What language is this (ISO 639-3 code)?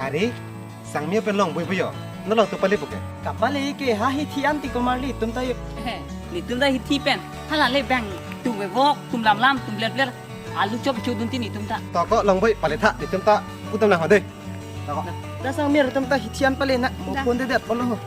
mjw